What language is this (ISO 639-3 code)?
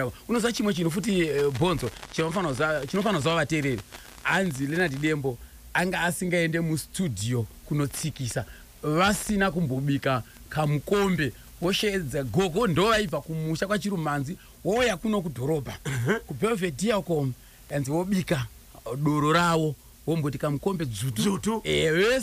sna